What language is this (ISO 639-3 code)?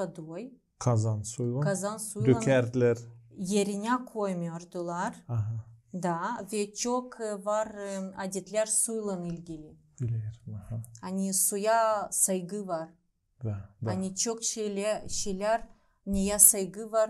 gag